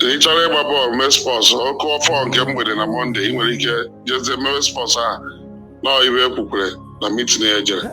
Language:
Igbo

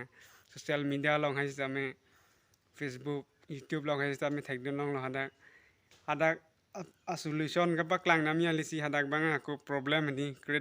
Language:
Karbi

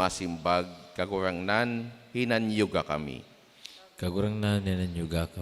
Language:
Bikol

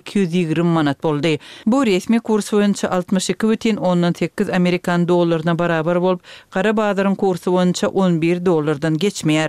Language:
Turkmen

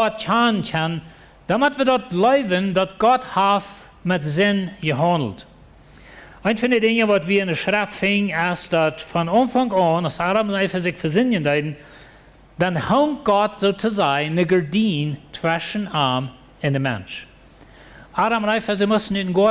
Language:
Plautdietsch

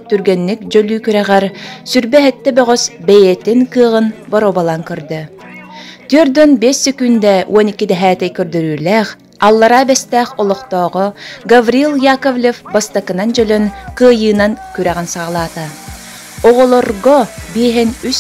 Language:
Yakut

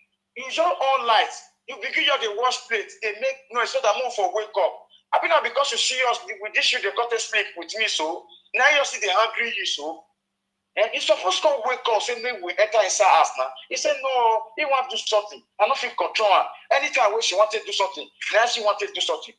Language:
Nigerian Pidgin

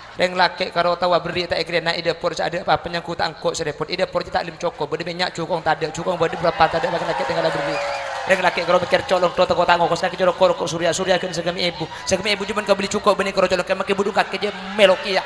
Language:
Madurese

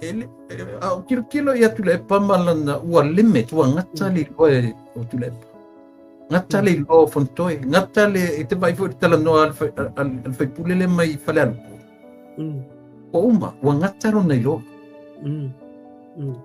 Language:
Samoan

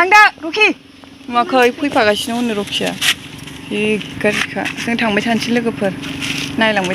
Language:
Bodo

